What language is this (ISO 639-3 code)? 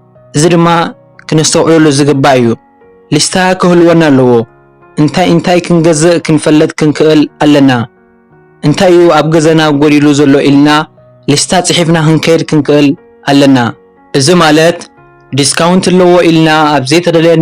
tir